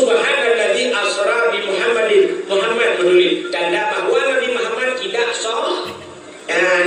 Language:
Achinese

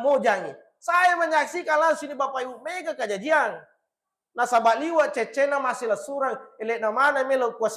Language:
Buginese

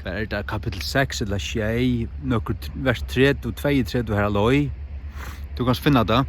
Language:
Faroese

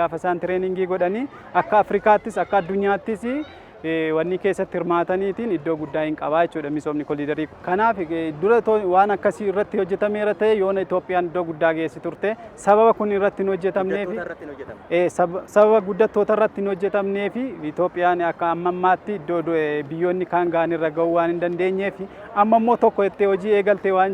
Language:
Oromo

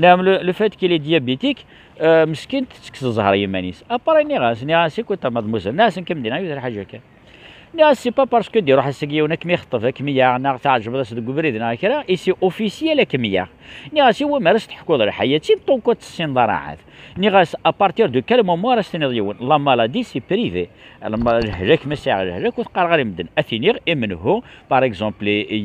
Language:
Kabyle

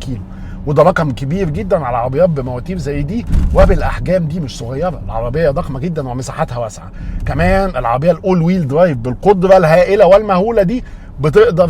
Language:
Egyptian Arabic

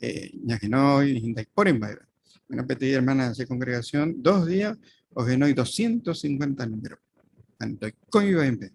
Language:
Guarani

